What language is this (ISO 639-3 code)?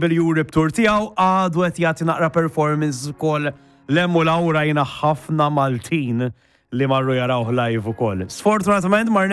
mlt